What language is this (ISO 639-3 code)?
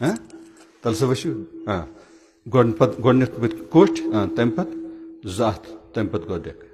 kas